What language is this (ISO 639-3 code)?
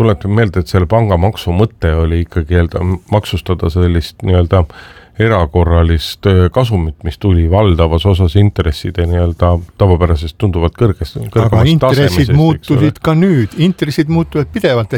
est